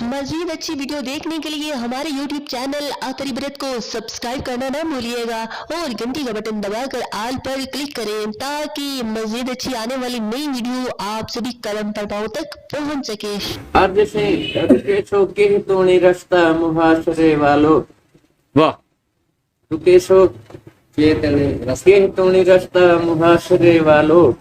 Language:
Saraiki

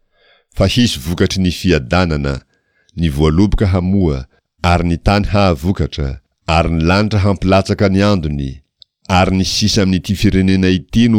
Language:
Malagasy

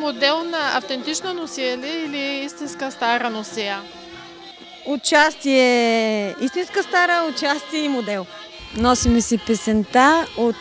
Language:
Bulgarian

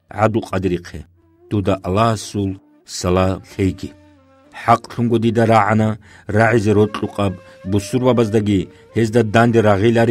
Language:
Avaric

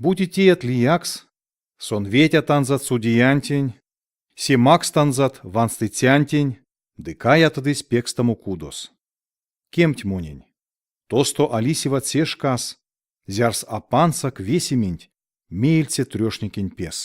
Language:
Erzya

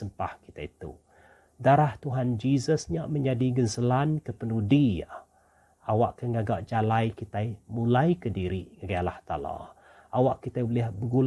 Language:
Iban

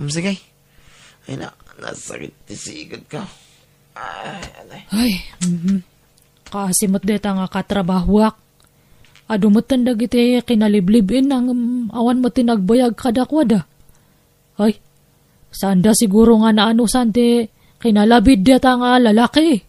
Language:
Iloko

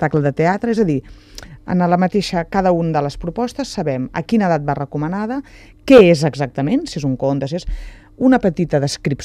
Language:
Catalan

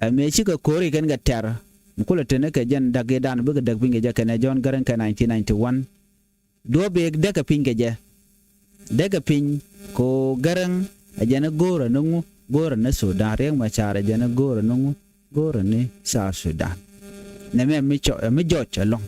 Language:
Nuer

